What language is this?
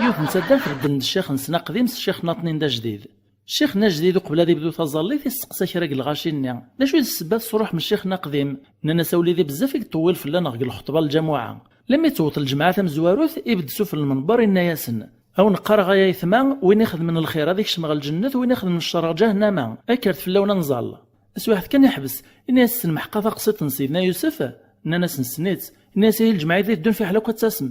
Kabyle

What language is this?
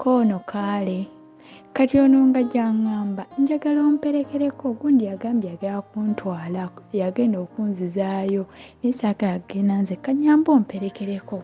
Ganda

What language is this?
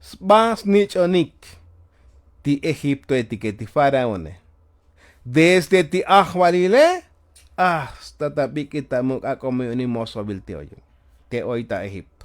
Tzotzil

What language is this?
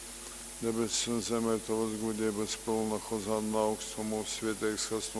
Latgalian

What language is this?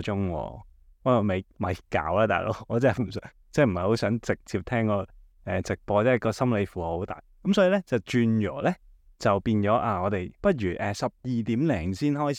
Cantonese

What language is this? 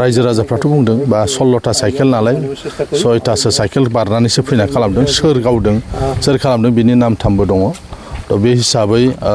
Bodo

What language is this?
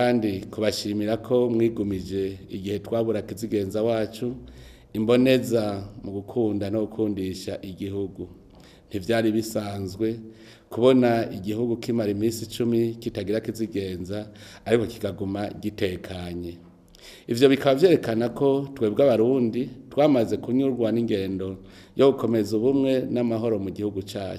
Rundi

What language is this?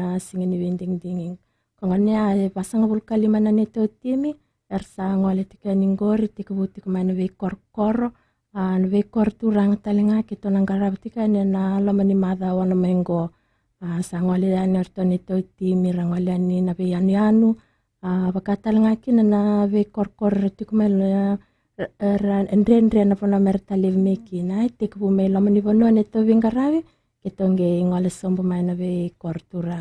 Fijian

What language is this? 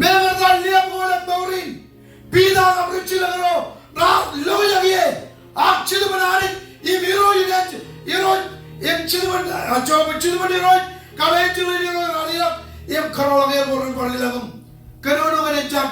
Marshallese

